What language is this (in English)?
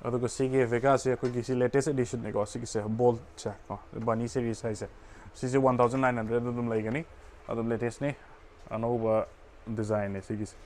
Manipuri